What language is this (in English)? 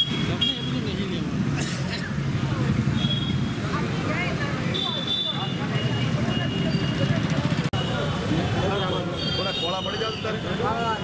Gujarati